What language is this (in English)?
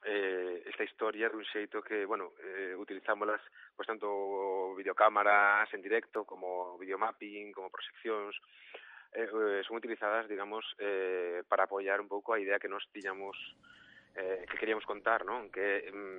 Galician